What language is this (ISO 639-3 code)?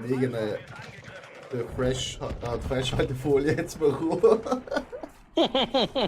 gsw